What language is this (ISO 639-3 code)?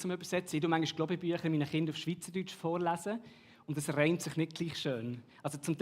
gsw